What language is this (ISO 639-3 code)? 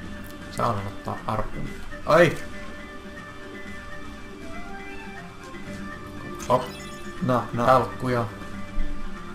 fin